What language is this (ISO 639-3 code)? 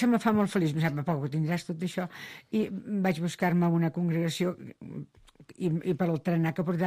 cat